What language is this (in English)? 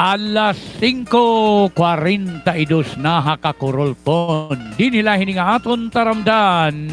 Waray